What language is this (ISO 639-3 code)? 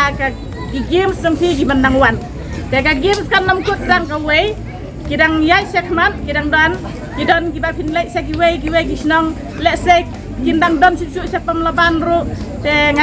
kha